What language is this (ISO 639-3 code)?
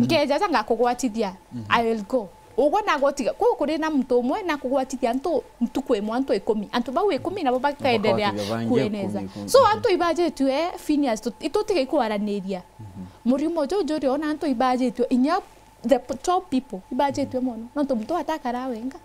mer